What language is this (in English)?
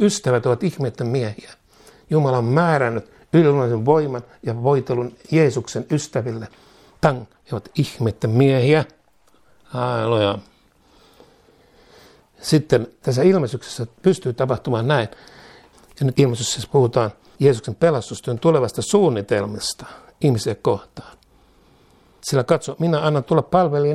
Finnish